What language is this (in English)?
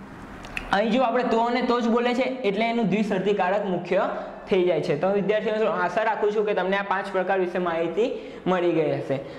Gujarati